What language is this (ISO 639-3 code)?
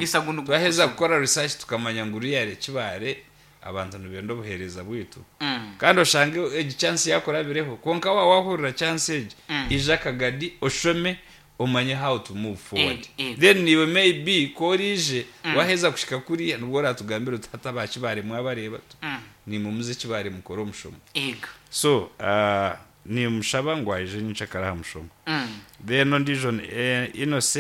nyn